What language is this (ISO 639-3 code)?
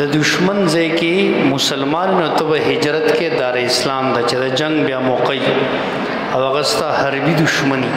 pus